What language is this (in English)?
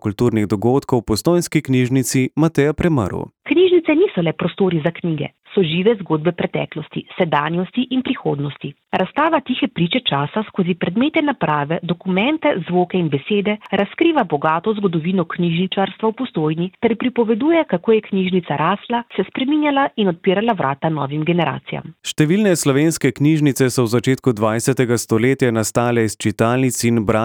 Slovenian